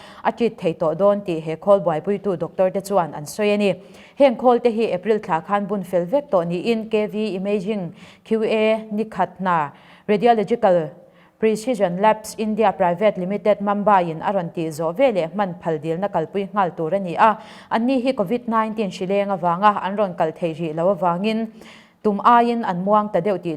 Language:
Mizo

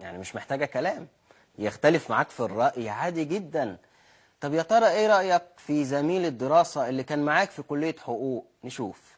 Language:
Egyptian Arabic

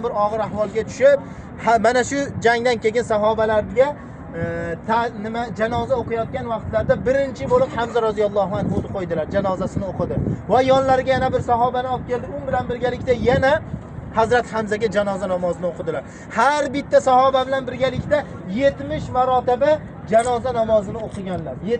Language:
Uzbek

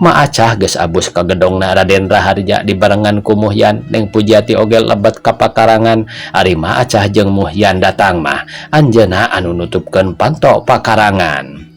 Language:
Sundanese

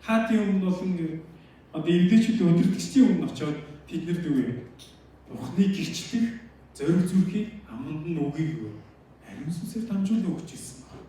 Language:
Mongolian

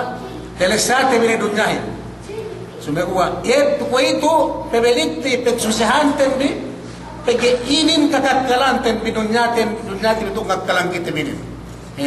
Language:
Yakan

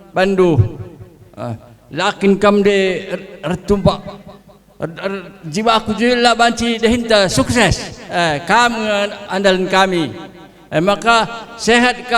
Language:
Batak Karo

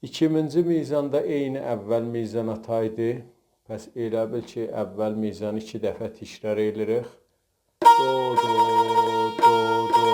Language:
South Azerbaijani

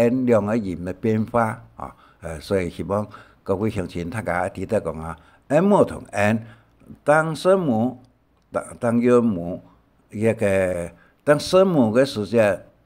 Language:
Hakka Chinese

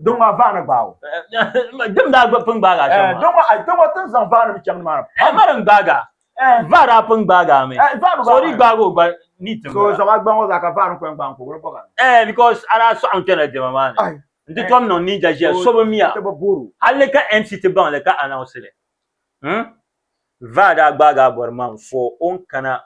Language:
Dagbani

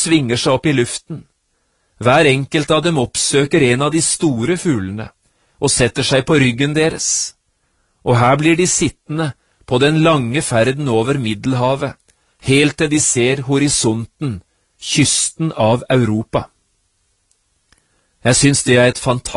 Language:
Norwegian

